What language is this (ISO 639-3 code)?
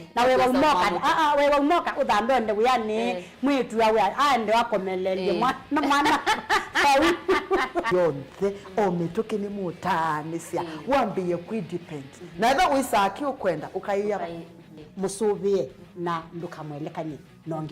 kam